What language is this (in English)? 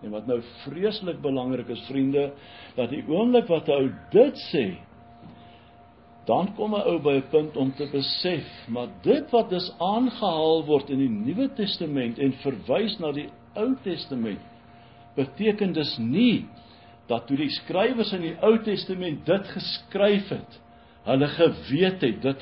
Afrikaans